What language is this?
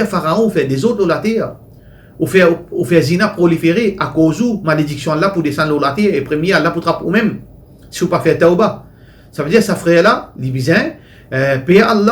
Morisyen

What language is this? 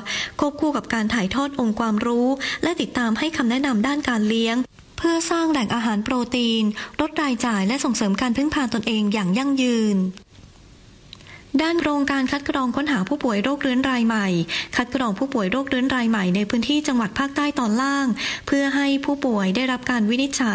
Thai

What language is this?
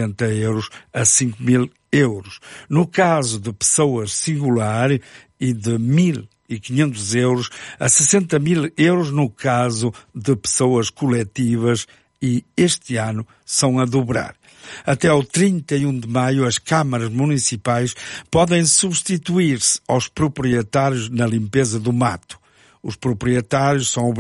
Portuguese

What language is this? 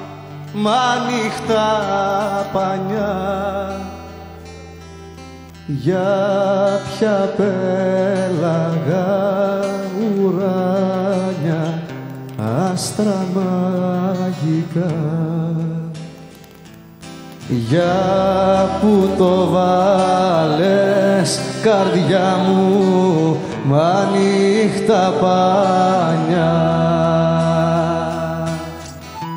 Greek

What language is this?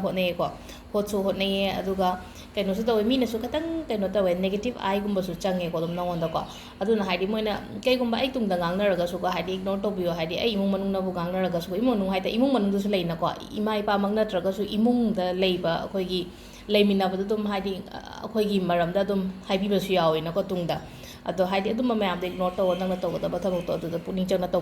Manipuri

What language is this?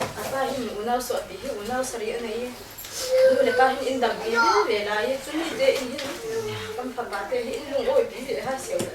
Falam Chin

